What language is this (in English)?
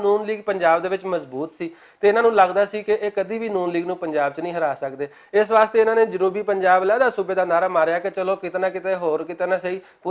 Western Panjabi